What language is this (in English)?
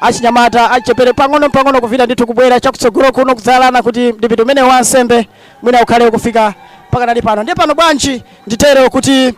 Nyanja